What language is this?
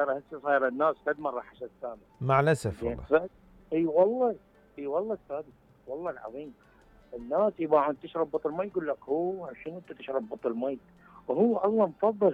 Mesopotamian Arabic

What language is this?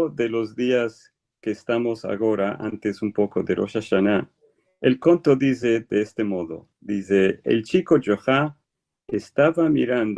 Ladino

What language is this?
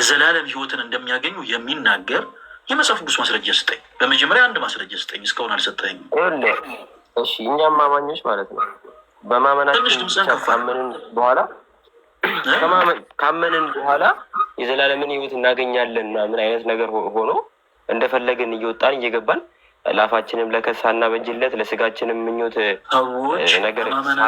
Amharic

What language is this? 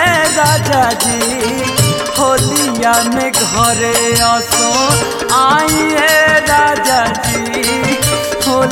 Bhojpuri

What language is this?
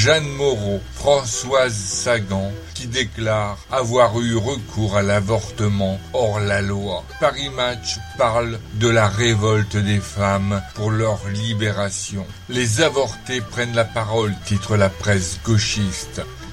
French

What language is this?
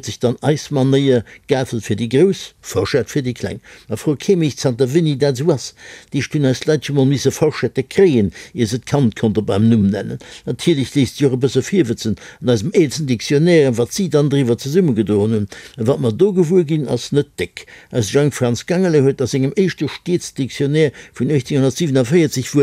Luxembourgish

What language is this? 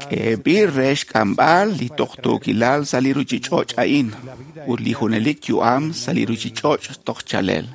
Kekchí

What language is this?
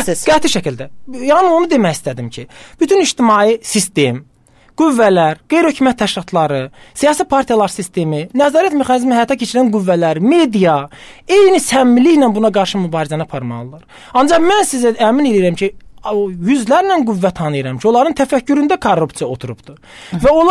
Azerbaijani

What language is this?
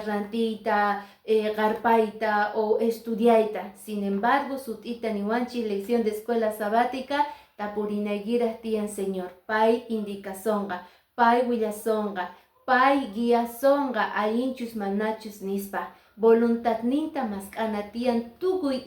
Quechua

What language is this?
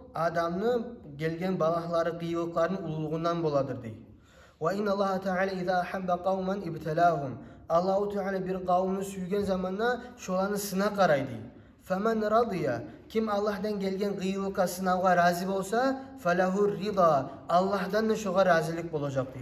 Kumyk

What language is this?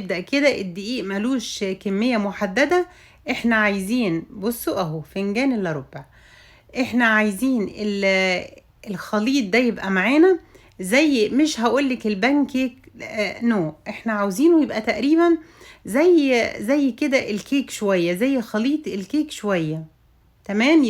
Egyptian Arabic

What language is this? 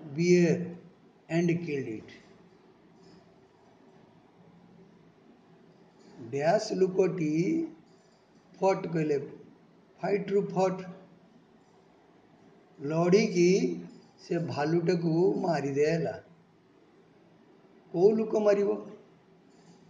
Odia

